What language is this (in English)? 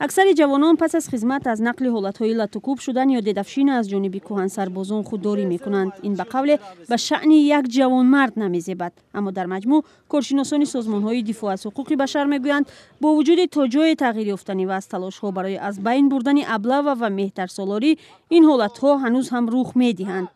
Tajik